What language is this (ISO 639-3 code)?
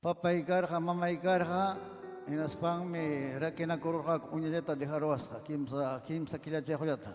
quy